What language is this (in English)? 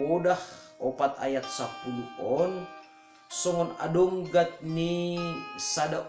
Batak Simalungun